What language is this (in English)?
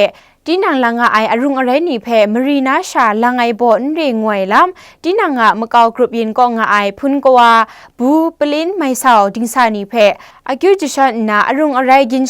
Kachin